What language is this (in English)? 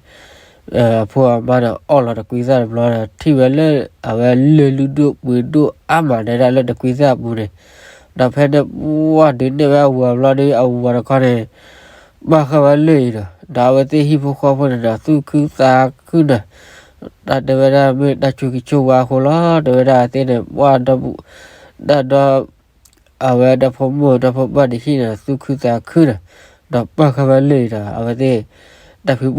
S'gaw Karen